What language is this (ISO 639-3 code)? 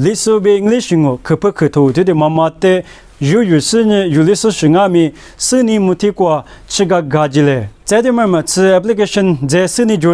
lis